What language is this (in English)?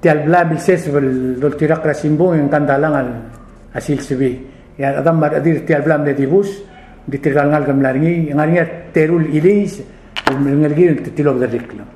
Palauan